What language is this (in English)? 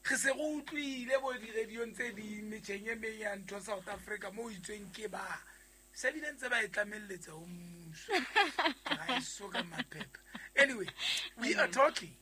Southern Sotho